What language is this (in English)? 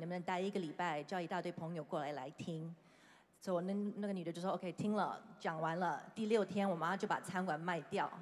Chinese